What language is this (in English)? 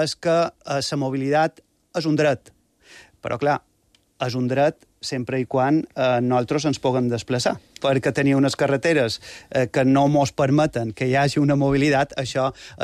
Catalan